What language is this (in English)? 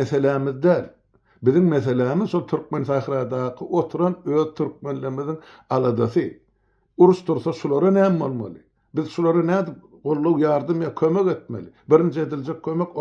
Turkmen